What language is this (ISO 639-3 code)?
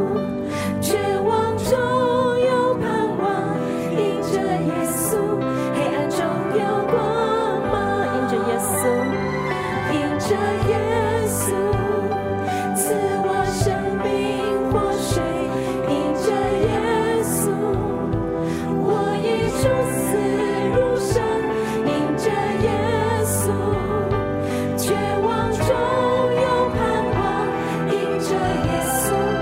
zho